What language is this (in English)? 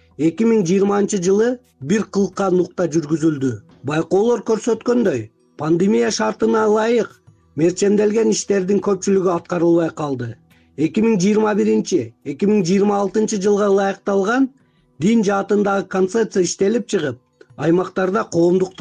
Kyrgyz